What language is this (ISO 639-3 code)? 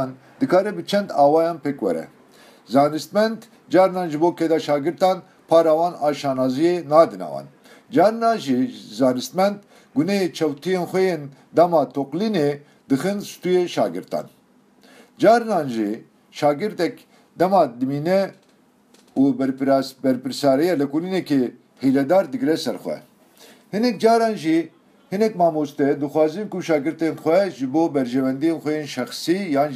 kur